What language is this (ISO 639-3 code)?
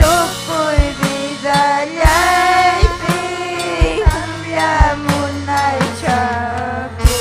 quy